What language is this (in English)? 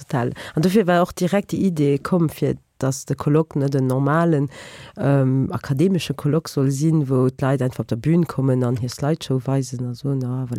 Luxembourgish